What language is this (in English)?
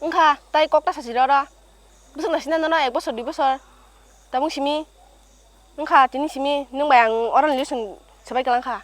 Kok Borok